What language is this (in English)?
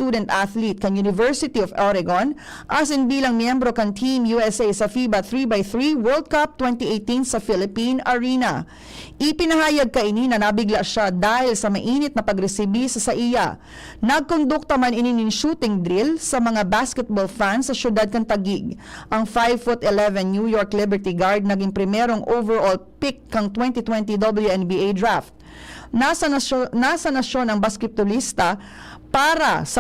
Bikol